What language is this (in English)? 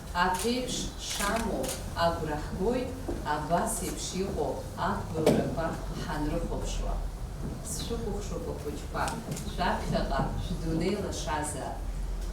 Abkhazian